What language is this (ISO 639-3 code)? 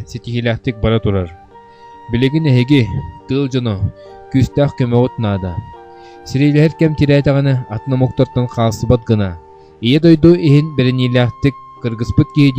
sah